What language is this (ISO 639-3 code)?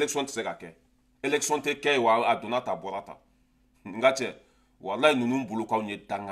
bam